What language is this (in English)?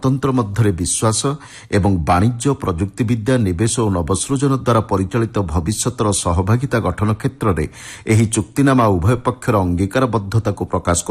Odia